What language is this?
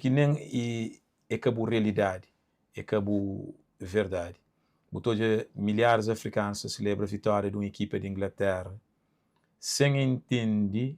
Kabuverdianu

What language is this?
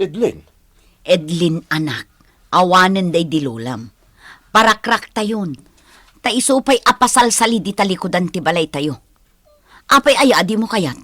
Iloko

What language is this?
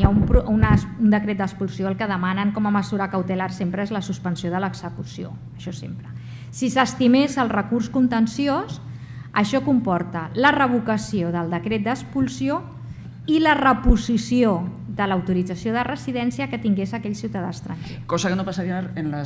Catalan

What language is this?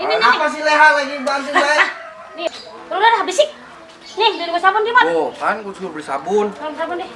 Betawi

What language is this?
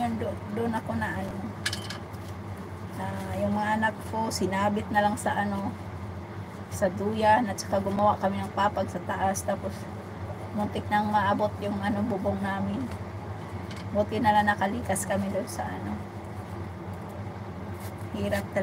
Filipino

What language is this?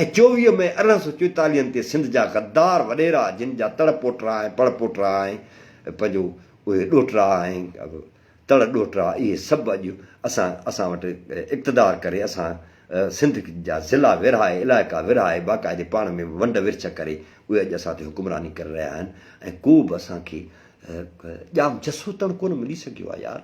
Sindhi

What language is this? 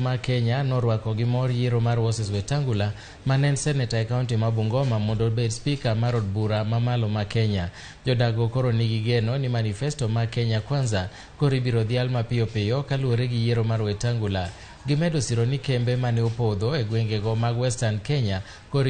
Luo (Kenya and Tanzania)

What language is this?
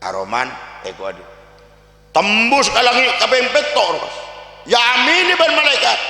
Madurese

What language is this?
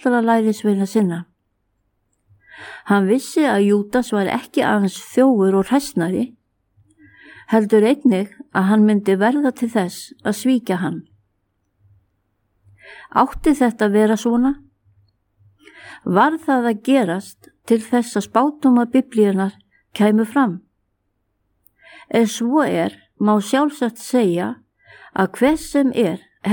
Icelandic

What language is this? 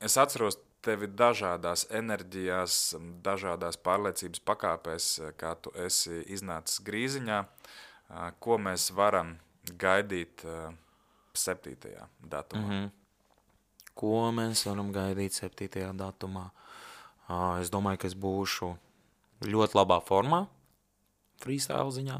Latvian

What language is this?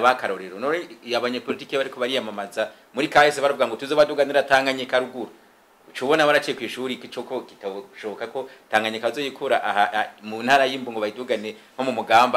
Rundi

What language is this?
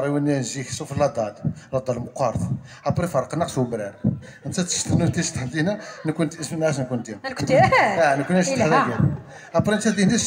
Kabyle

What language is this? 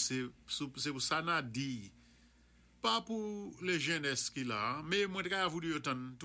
Saint Lucian Creole French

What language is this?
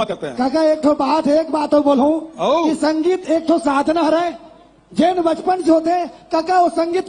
Chhattisgarhi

